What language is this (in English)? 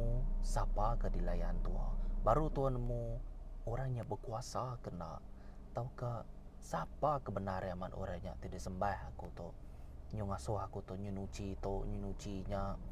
Iban